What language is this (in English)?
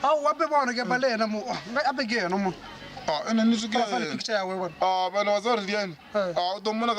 Northern Sotho